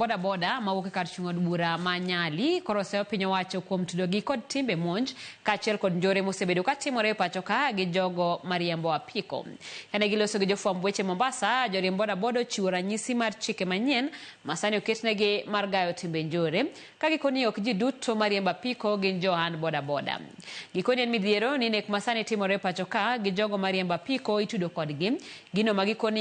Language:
Luo (Kenya and Tanzania)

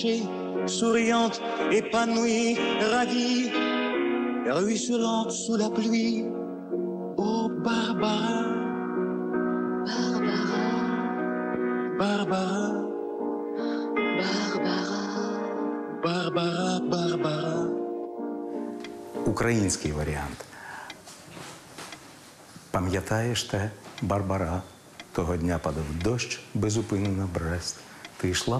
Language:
Ukrainian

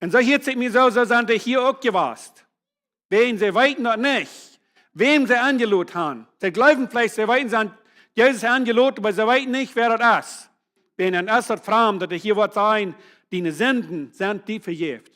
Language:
Plautdietsch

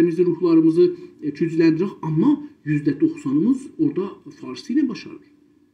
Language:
South Azerbaijani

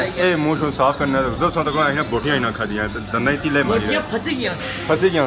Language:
Pahari-Potwari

